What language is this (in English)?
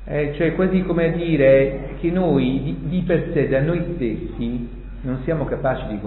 Italian